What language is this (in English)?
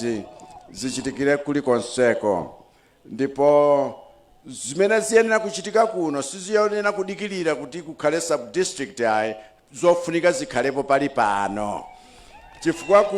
Nyanja